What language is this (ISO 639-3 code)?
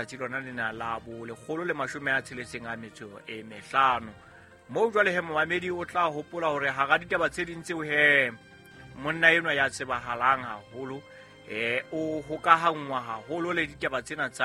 sot